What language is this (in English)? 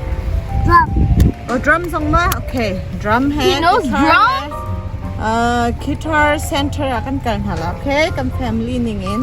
Hakha Chin